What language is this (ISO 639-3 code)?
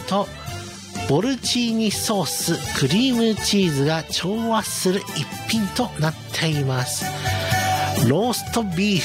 jpn